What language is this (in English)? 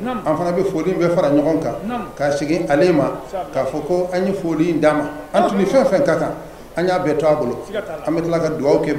Bambara